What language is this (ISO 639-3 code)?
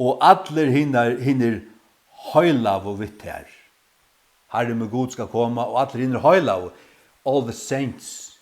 fao